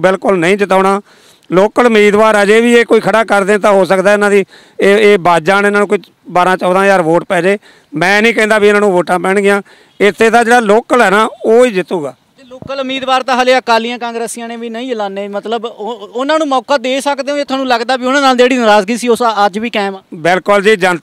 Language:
Punjabi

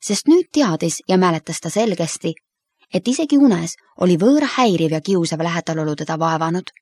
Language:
Estonian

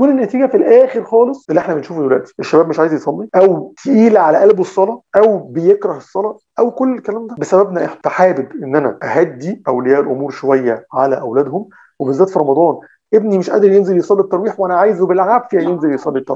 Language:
Egyptian Arabic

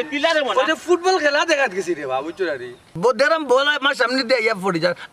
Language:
Sylheti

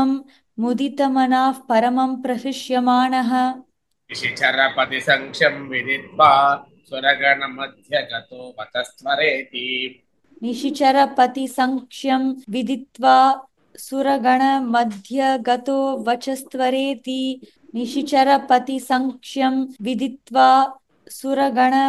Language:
Sanskrit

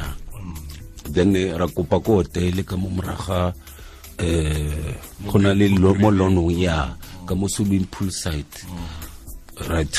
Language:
Tswana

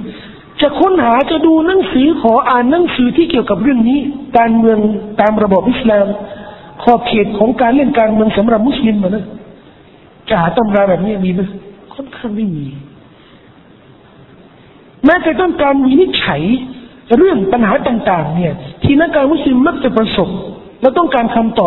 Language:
Thai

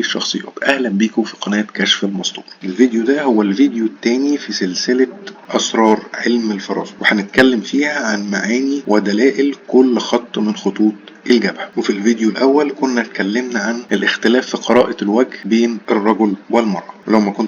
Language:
Egyptian Arabic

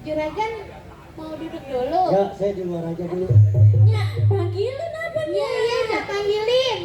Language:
Betawi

